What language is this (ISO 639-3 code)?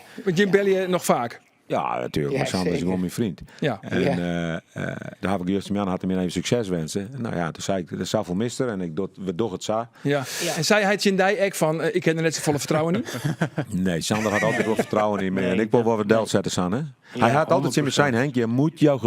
fry